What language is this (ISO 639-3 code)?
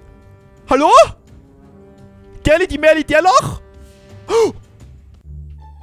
deu